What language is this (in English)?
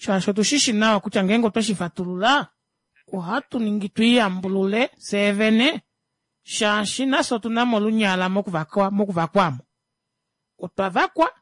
Kuanyama